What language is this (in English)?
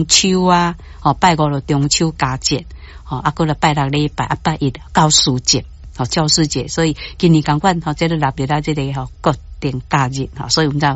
Min Nan Chinese